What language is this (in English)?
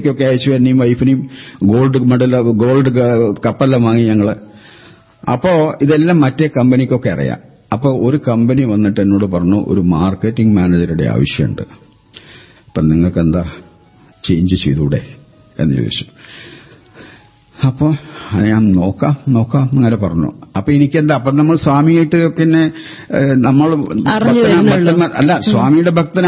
Malayalam